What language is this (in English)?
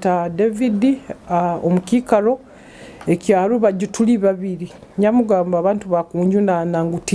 Nyoro